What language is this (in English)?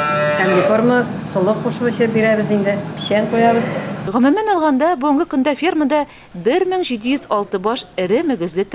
Tatar